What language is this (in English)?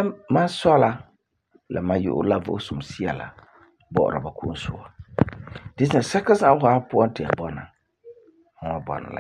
Frafra